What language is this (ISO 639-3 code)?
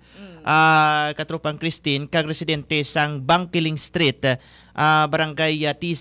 hil